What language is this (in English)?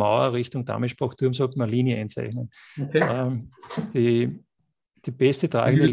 German